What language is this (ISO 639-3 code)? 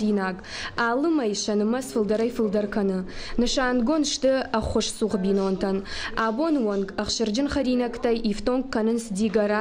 oss